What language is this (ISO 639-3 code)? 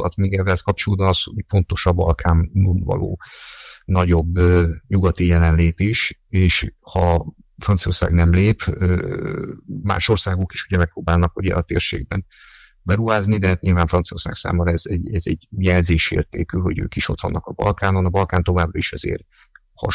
hun